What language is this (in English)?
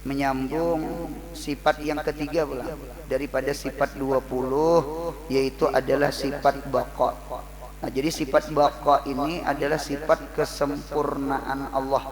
Banjar